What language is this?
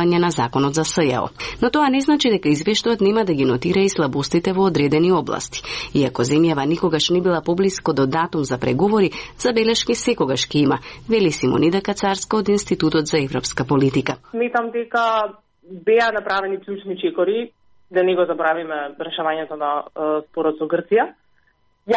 Macedonian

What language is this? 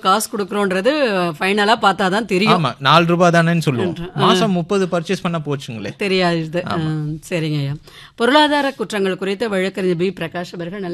Tamil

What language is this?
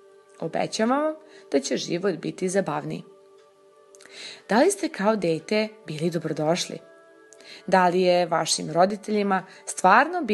Serbian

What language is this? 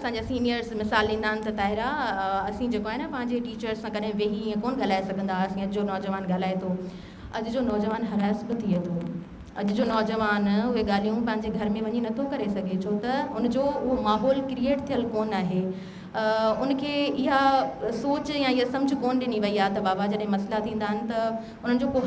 Sindhi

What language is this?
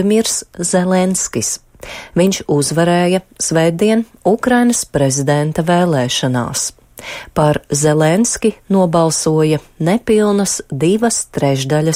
Latvian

